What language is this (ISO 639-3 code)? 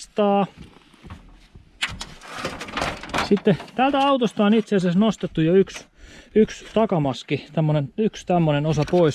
fin